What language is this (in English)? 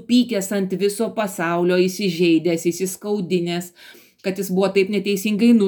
Lithuanian